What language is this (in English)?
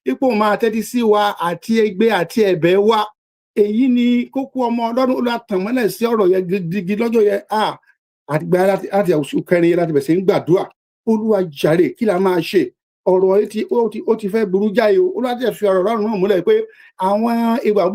Yoruba